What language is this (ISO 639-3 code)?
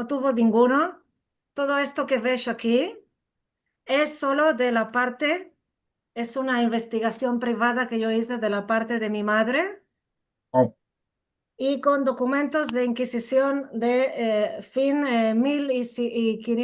lad